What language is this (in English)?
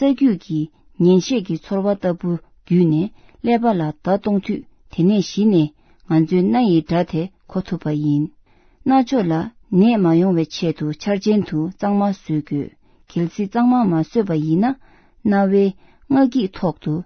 Tibetan